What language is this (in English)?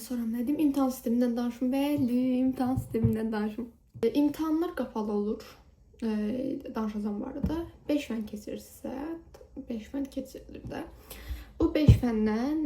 Azerbaijani